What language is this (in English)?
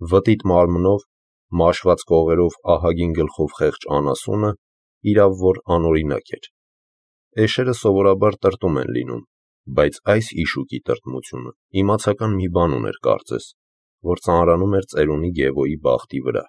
Armenian